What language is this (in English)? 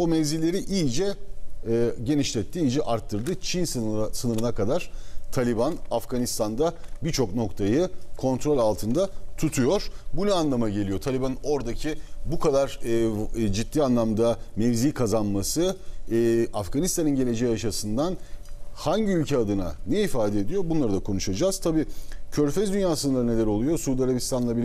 Turkish